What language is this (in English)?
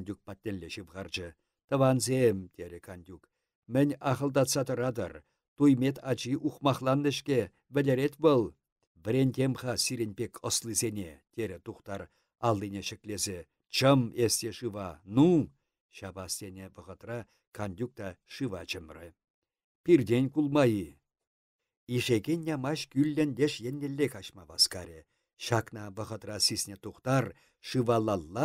Chuvash